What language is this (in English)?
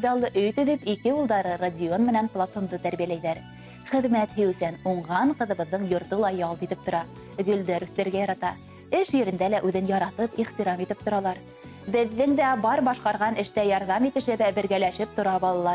Bashkir